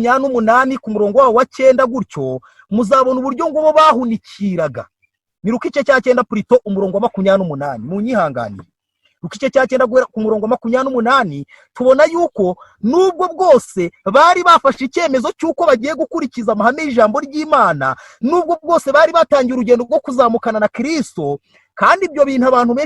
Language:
Kinyarwanda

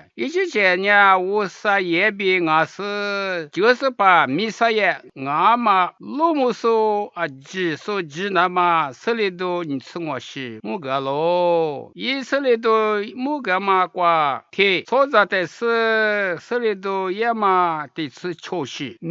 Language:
Lisu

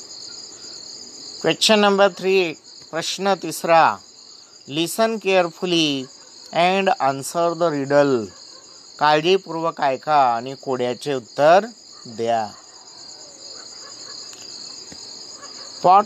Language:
Marathi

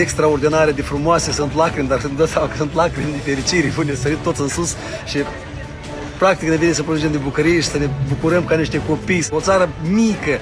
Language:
Romanian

